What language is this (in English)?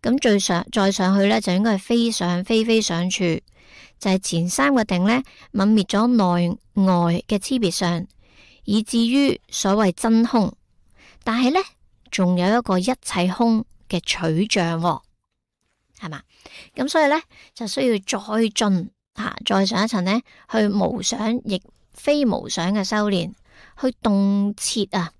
Cantonese